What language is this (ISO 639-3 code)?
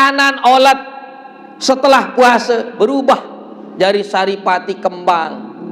sas